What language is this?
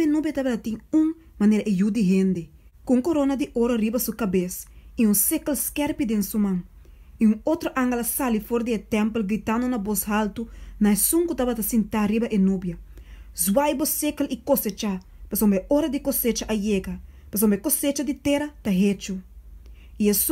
Papiamento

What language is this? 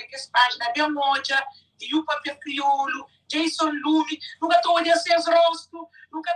Kabuverdianu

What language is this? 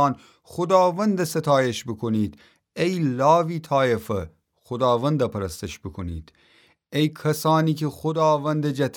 Gilaki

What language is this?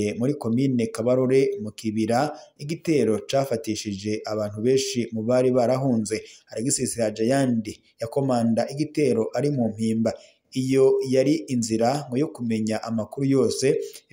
Rundi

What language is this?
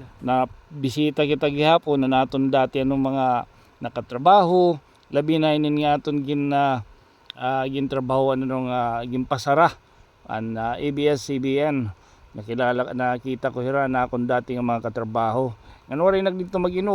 Waray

